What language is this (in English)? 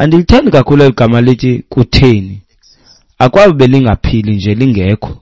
Xhosa